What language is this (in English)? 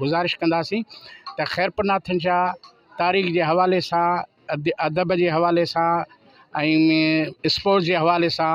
Sindhi